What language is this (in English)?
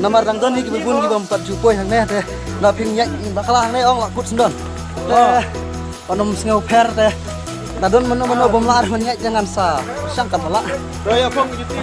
Khasi